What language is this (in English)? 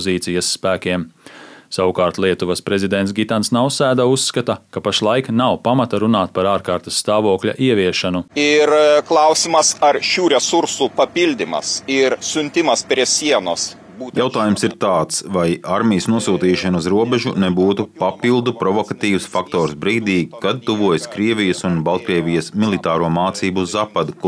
Latvian